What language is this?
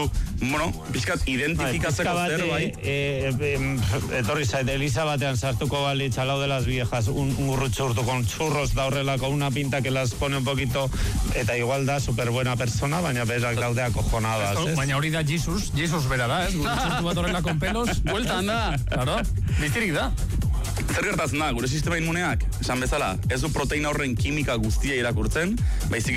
Basque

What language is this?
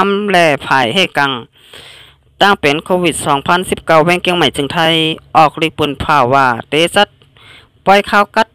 Shan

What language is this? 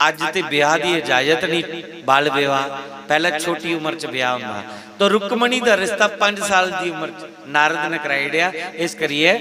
Dogri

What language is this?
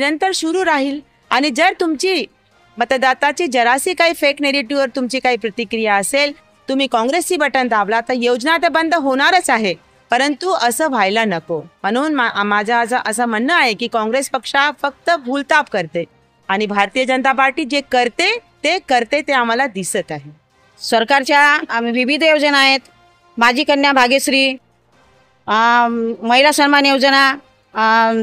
Marathi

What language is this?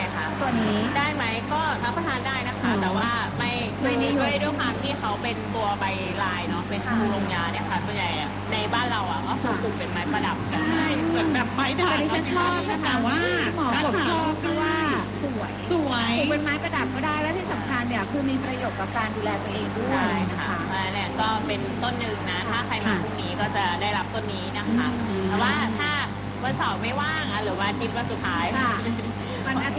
Thai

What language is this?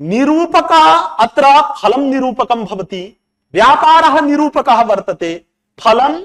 Sanskrit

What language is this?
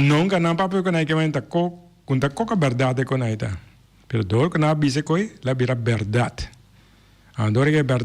Papiamento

